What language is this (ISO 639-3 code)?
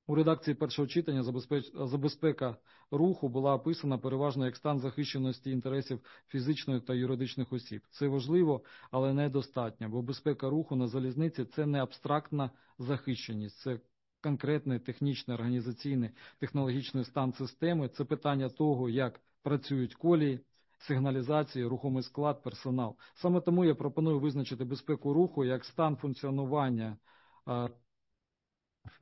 ukr